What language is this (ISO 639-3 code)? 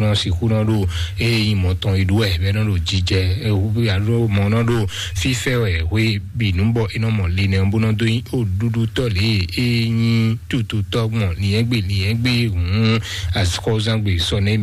fon